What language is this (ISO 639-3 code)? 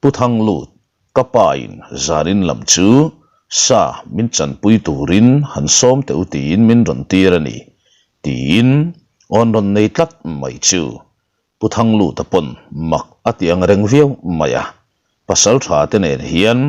lus